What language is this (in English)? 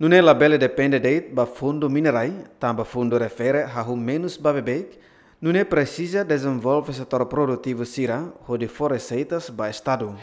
Tetum